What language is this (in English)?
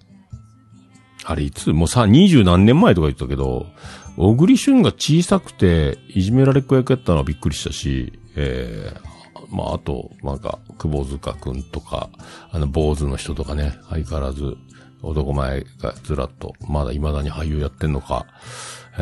Japanese